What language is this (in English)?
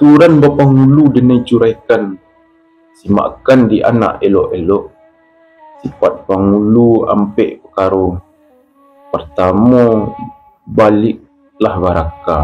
Minangkabau